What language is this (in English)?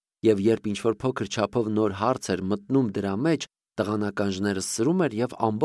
Armenian